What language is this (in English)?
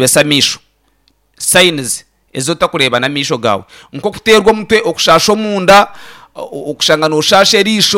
Nyankole